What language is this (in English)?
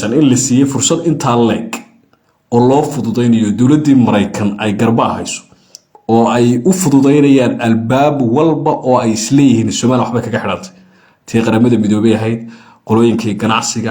Somali